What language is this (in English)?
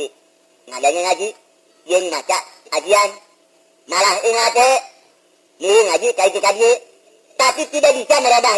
Sundanese